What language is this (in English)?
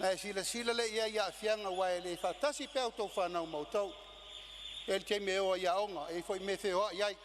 Samoan